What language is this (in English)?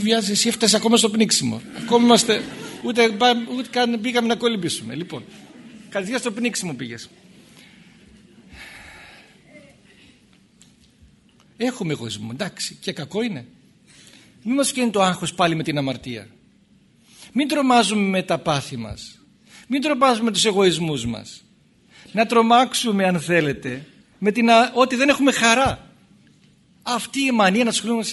Greek